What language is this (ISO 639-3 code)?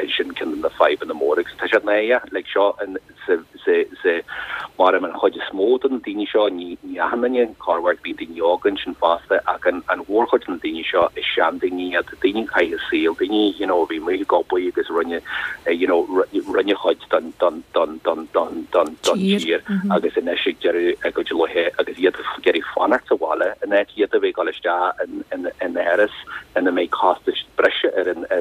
gle